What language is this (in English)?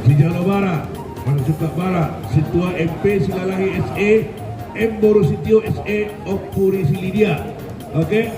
Batak Toba